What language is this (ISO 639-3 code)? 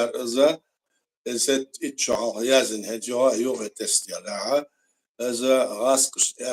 che